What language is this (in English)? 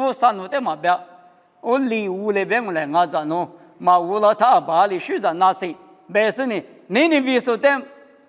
Lisu